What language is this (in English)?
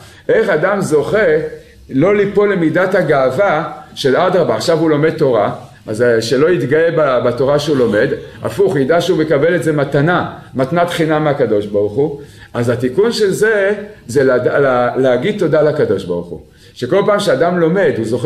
Hebrew